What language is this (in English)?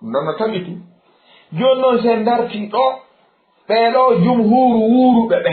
Fula